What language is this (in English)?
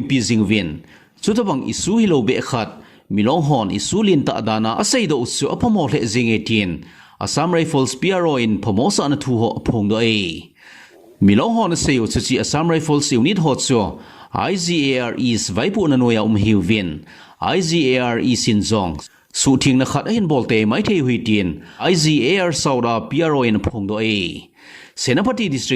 Thado Chin